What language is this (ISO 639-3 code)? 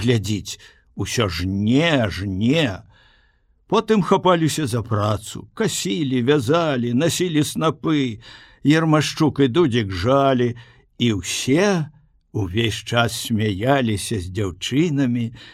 bel